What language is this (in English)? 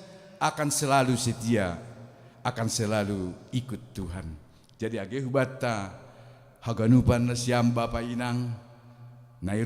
Batak Simalungun